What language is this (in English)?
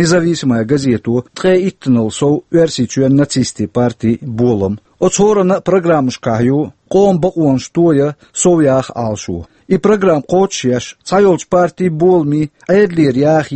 Chechen